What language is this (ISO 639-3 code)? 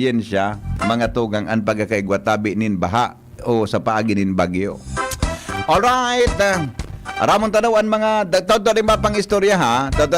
bik